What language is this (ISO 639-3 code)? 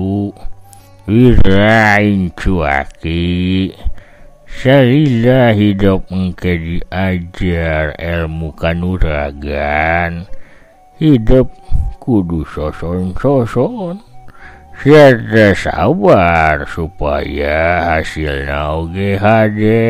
sun